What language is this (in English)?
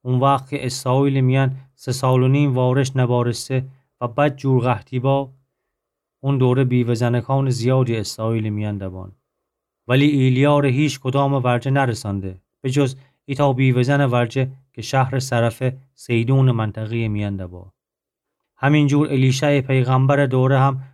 Gilaki